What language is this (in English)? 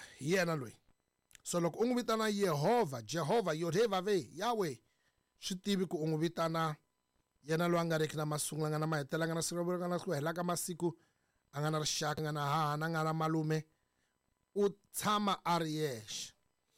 Tsonga